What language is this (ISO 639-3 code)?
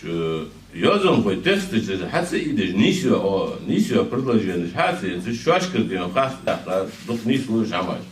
inh